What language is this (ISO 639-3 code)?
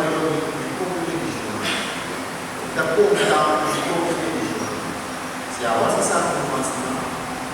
pap